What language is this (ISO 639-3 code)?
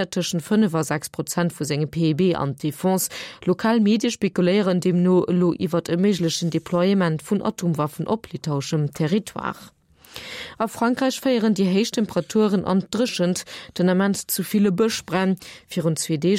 ltz